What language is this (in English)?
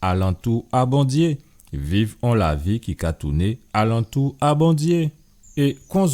Guadeloupean Creole French